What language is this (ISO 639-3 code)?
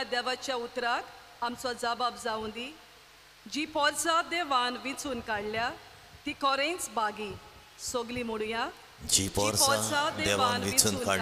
kok